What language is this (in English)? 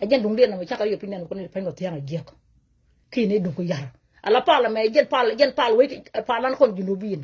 Nuer